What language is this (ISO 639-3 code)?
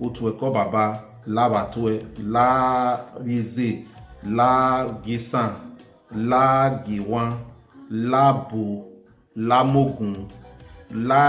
bin